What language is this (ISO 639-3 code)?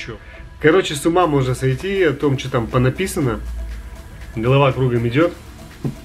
rus